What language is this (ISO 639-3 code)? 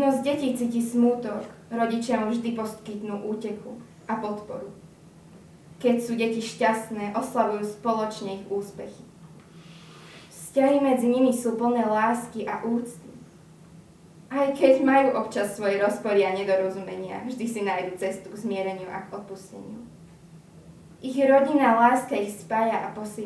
slk